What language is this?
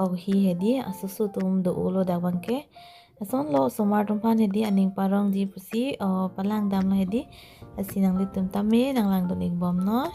Karbi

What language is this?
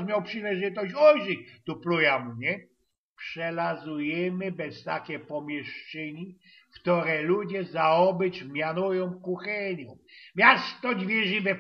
Silesian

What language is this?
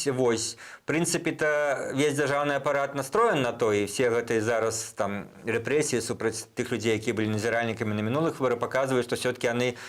Belarusian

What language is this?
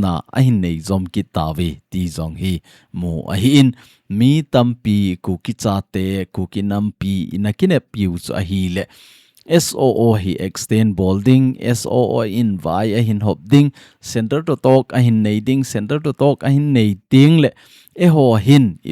Thado Chin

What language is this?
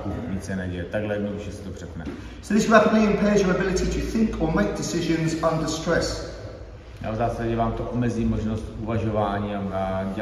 Czech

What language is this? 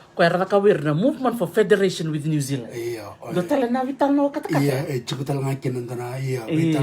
Fijian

